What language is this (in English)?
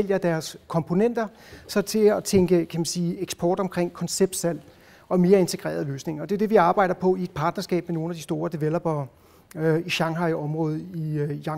Danish